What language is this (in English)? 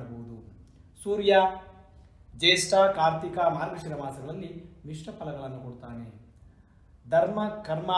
Kannada